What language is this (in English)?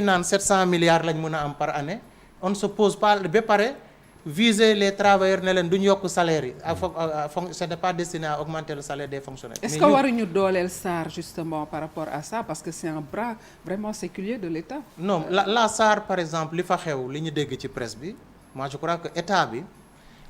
Wolof